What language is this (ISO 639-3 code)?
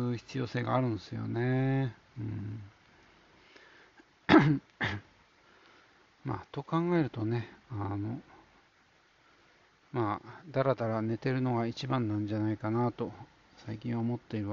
jpn